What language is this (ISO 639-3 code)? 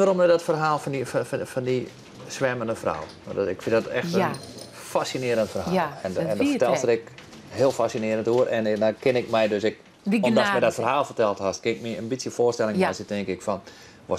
fry